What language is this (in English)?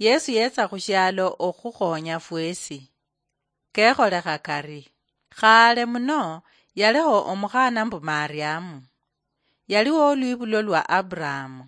Luyia